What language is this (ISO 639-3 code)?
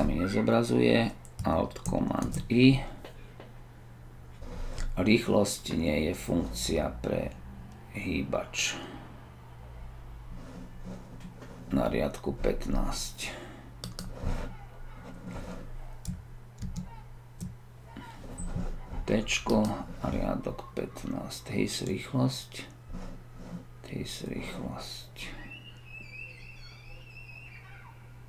slk